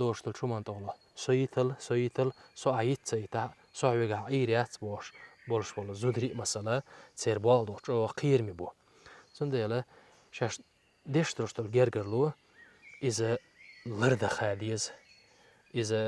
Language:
Chechen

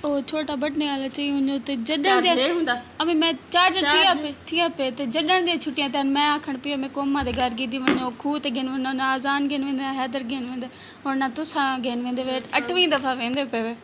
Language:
Saraiki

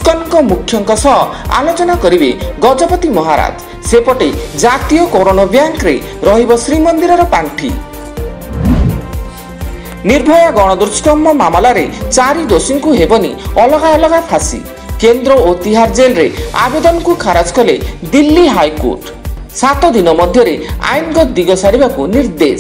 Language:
Odia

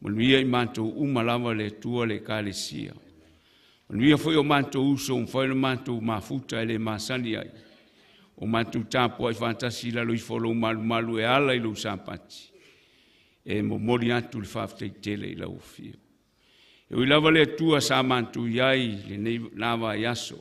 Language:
Samoan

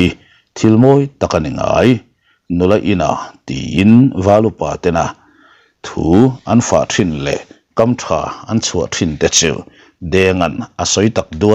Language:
Mizo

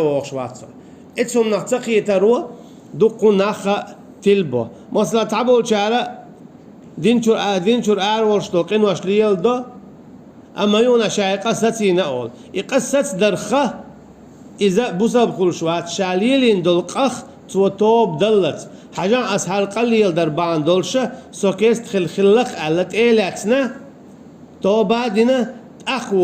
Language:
Chechen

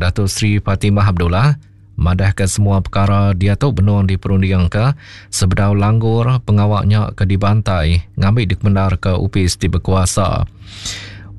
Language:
Iban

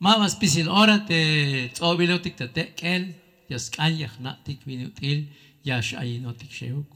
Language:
Tzeltal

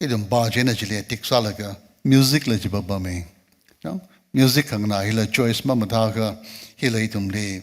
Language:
Tangkhul Naga (India)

